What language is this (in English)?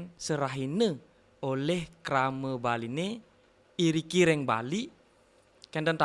Balinese